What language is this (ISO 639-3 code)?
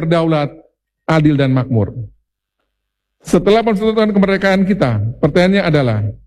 ind